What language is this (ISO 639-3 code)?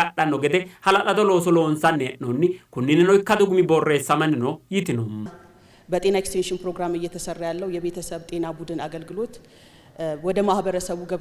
sid